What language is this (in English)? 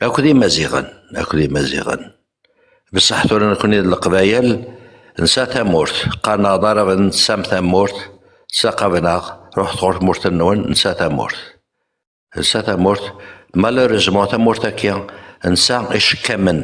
Kabyle